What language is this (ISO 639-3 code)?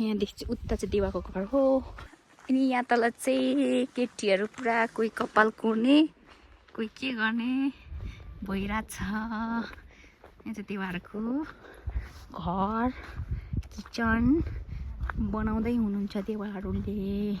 nep